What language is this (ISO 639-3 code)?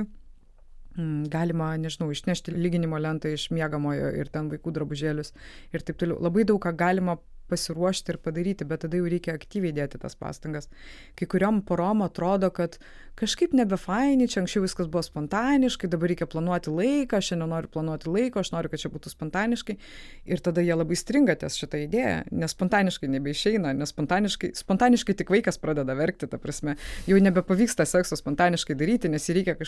lit